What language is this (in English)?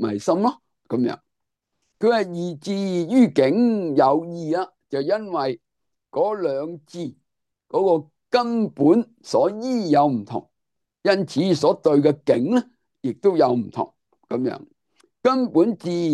Cantonese